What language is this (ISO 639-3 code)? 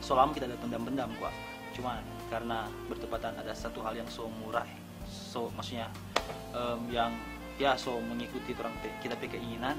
xmm